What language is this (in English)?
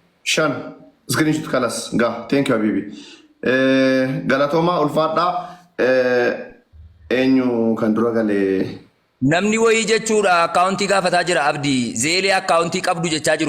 Oromo